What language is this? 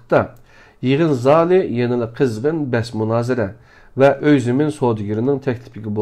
Uyghur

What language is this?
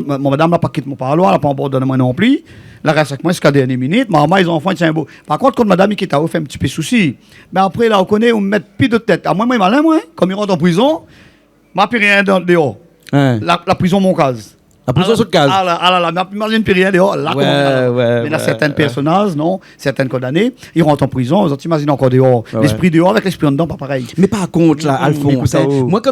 Réunion Creole French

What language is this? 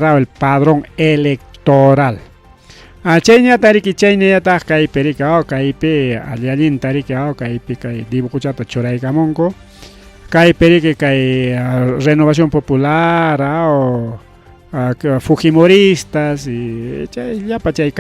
Ayacucho Quechua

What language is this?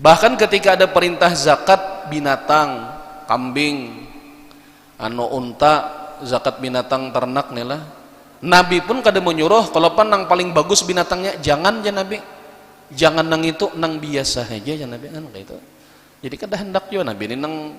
Banjar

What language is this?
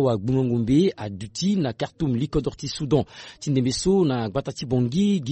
Sango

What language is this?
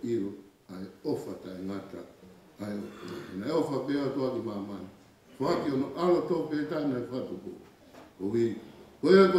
Tongan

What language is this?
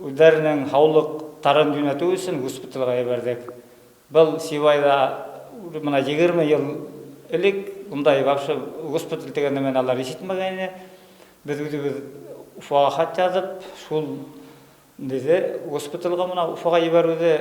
Bashkir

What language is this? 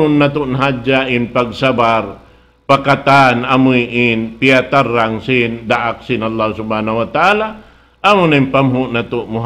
Tausug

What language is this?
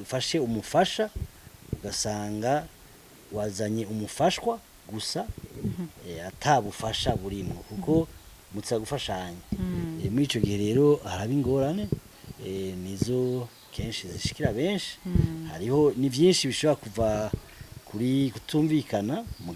Rundi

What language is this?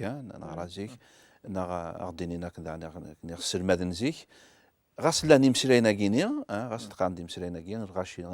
Kabyle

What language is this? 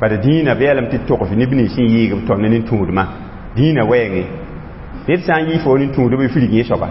Mossi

